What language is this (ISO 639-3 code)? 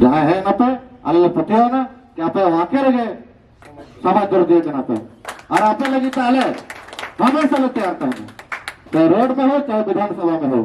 sat